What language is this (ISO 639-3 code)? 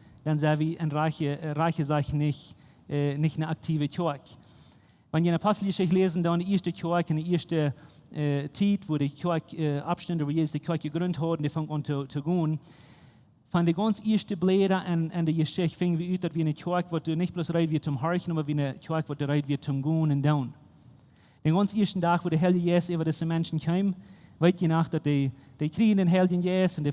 pdt